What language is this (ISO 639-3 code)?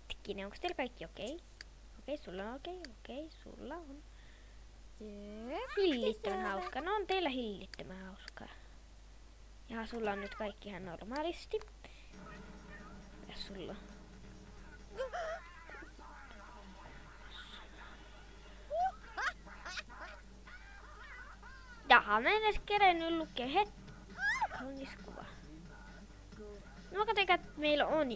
fin